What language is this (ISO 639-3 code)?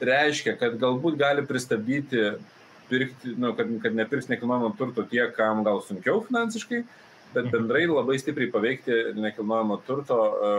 lit